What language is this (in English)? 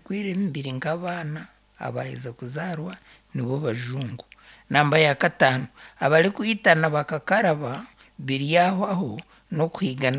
Nyankole